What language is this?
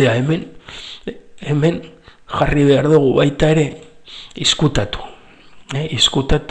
Basque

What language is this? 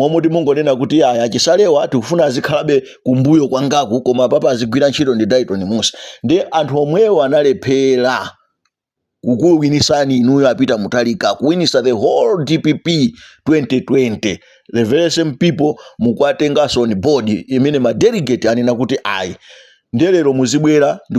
Nyanja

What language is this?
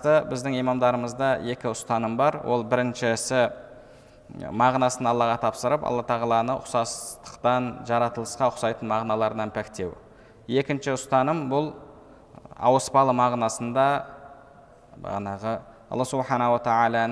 Kazakh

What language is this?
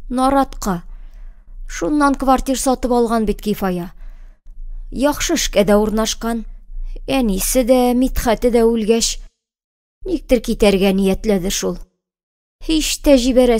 Tatar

